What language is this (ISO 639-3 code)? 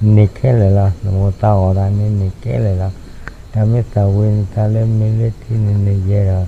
ksw